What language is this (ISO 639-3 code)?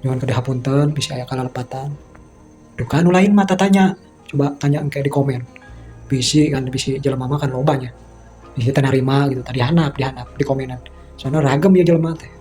sun